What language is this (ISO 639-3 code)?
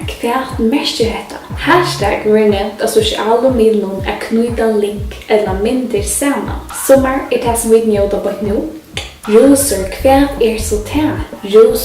fao